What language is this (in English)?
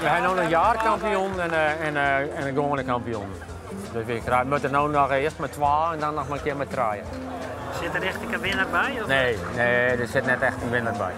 Western Frisian